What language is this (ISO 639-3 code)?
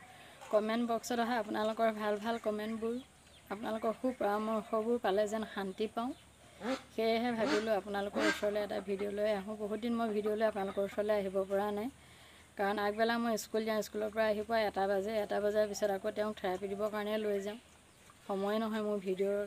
asm